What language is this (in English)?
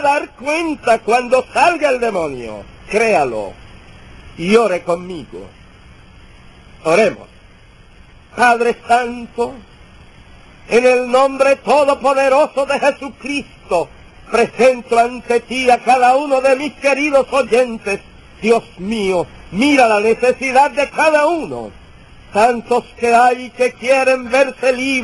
Spanish